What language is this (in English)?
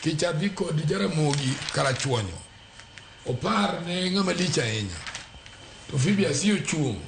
Luo (Kenya and Tanzania)